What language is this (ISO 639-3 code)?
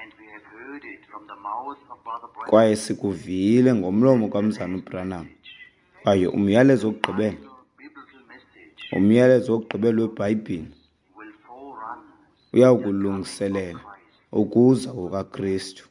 xho